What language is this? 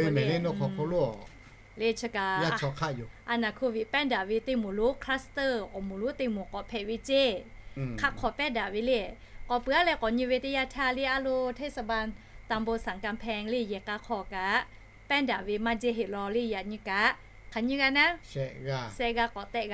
Lahu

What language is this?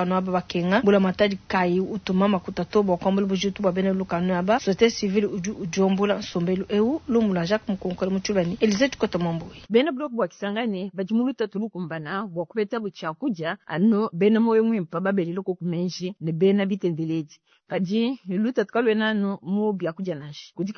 Luba-Lulua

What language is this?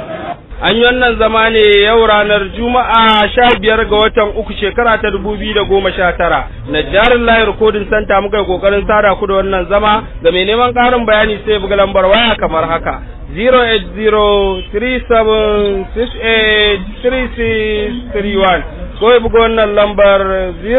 Hausa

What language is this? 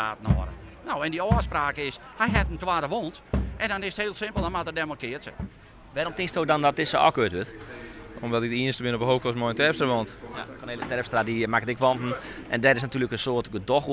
Western Frisian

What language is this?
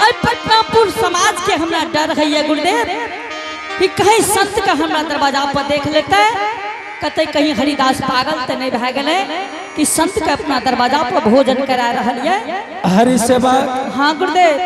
Angika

